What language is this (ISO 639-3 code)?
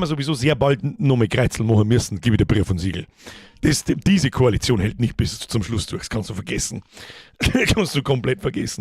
bar